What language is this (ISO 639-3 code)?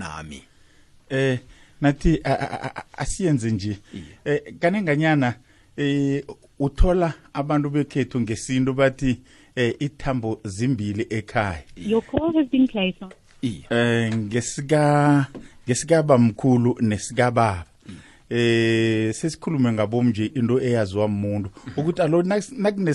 nbl